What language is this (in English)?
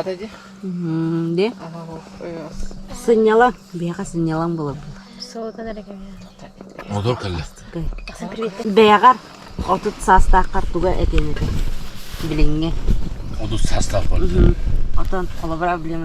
Yakut